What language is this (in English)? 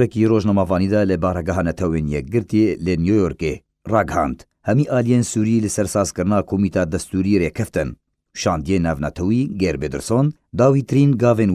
Kurdish